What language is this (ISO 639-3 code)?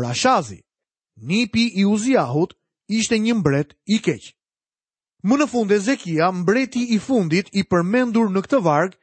sqi